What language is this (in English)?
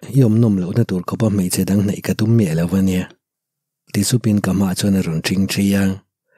Mizo